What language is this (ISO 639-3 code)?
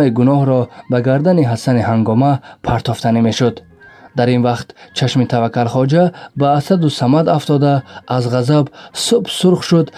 tgk